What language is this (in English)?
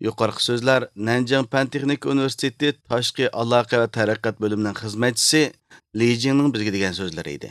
Uyghur